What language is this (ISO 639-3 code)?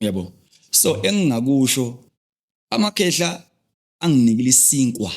zul